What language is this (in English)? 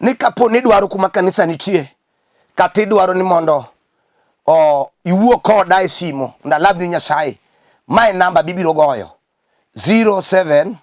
Luo (Kenya and Tanzania)